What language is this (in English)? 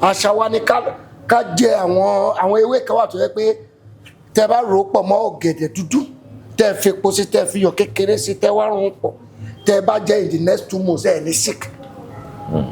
Yoruba